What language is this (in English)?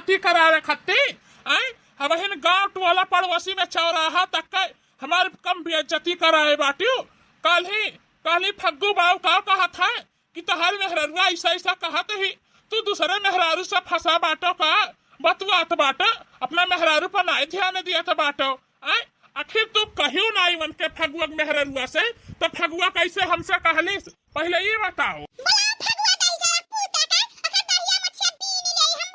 Bhojpuri